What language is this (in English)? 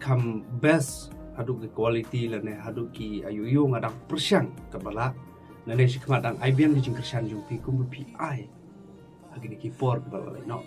Khasi